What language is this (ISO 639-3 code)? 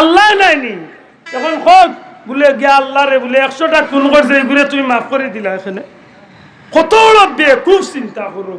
syl